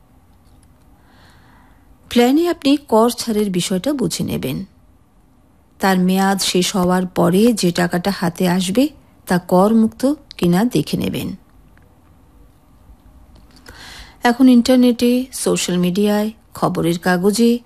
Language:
Bangla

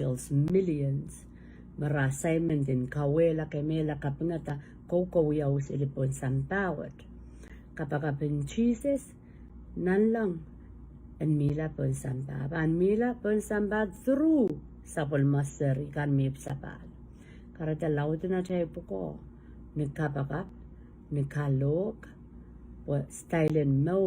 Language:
Pohnpeian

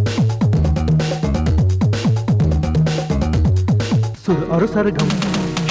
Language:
Hindi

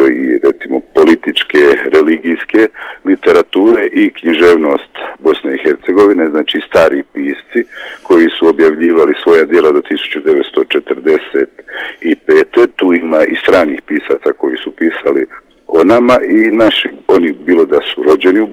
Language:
Bosnian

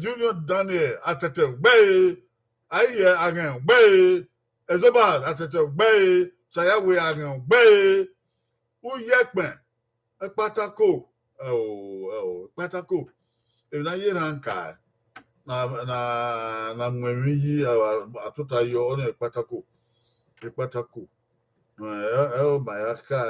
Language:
Bini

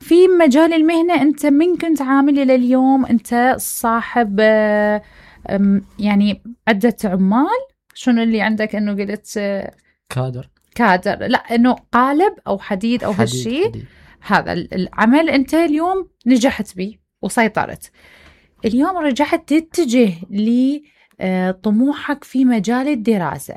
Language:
Mesopotamian Arabic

